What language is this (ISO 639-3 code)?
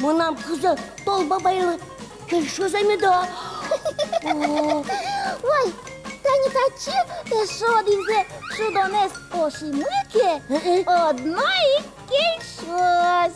udm